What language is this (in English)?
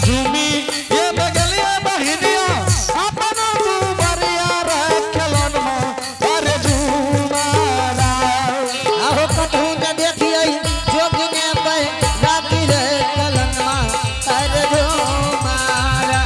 Angika